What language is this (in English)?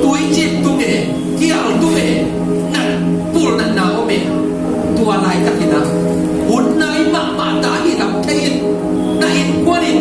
Tedim Chin